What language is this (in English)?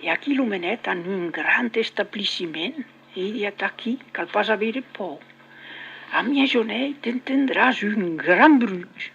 Occitan